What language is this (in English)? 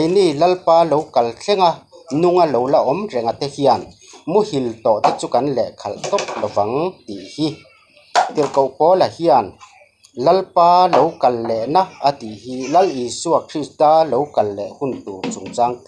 Mizo